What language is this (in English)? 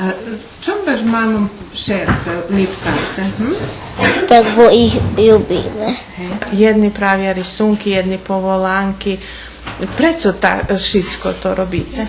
Rusyn